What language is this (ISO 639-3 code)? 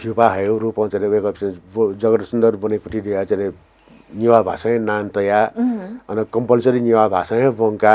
new